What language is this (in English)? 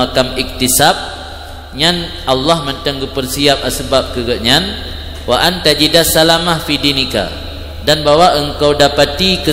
Achinese